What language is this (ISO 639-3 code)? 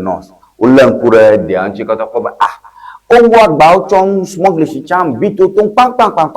ewe